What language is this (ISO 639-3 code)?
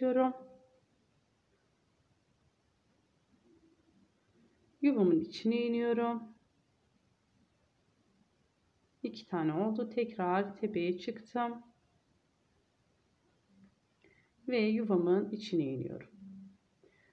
tur